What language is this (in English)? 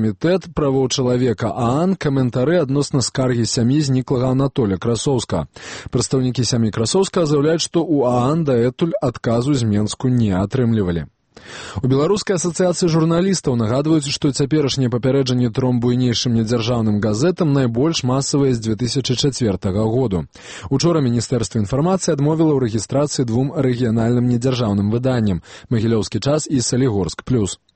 Belarusian